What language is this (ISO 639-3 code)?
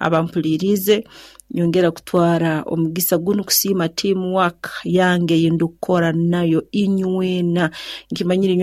nyo